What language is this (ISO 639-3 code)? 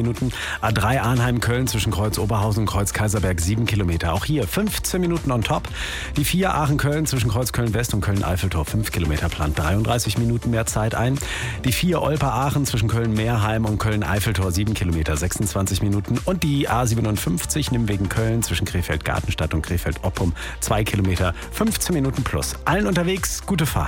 deu